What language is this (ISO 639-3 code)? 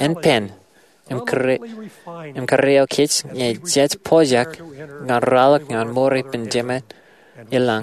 mah